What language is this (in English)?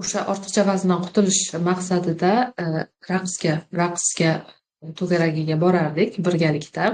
Uzbek